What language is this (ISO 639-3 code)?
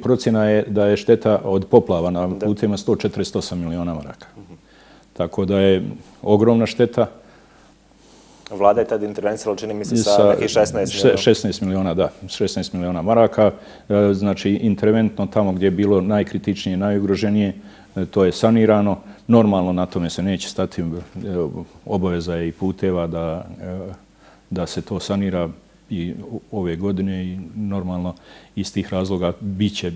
bos